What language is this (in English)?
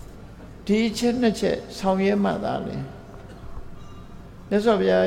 Burmese